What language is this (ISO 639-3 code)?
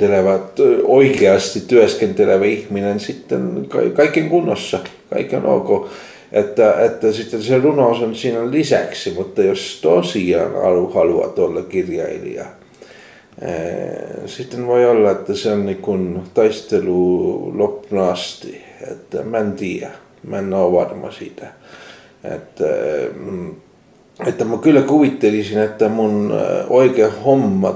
fin